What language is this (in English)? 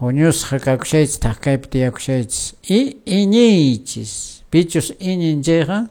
Quechua